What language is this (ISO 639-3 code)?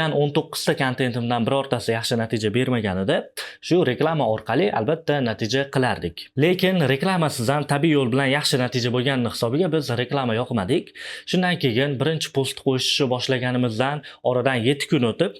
uzb